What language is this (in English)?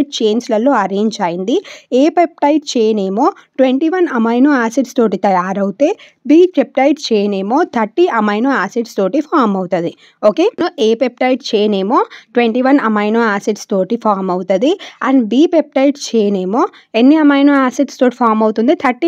Telugu